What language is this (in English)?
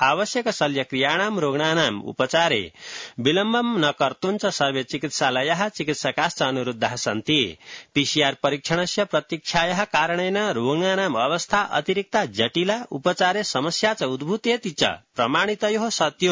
Sanskrit